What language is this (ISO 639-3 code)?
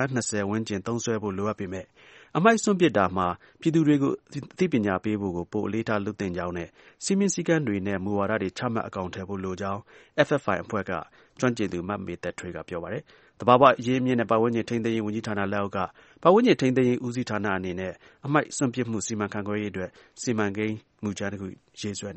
mya